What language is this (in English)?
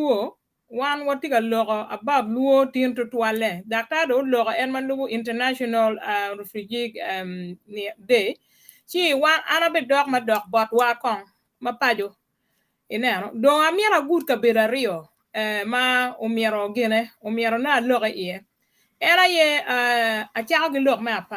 Acoli